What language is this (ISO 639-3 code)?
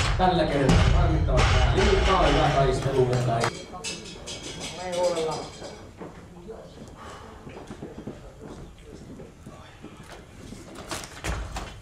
fin